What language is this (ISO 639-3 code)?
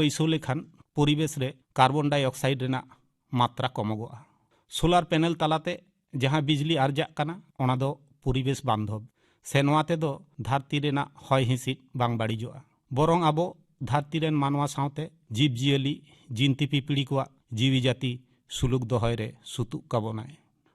sat